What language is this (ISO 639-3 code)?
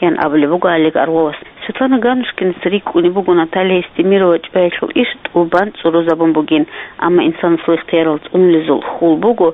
ava